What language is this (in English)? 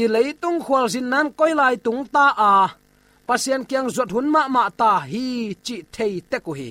Tedim Chin